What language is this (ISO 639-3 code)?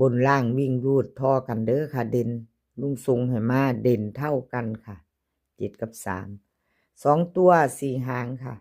lao